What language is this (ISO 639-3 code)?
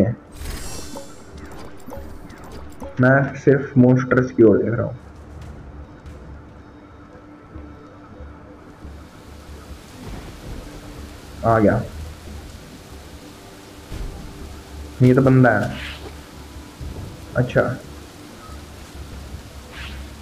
hin